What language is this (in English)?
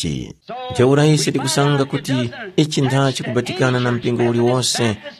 Tumbuka